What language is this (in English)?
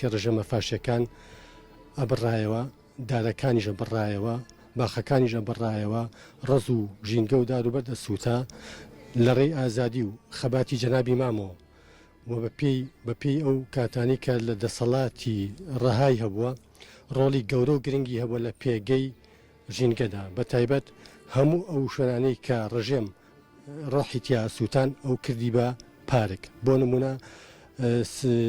Central Kurdish